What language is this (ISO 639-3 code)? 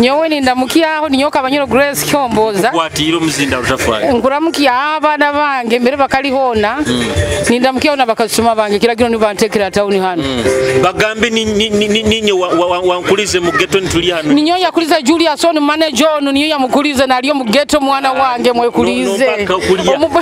nyo